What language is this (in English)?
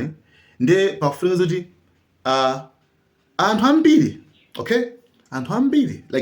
Nyanja